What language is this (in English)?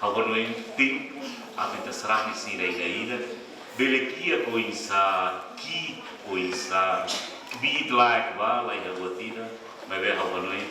Tetum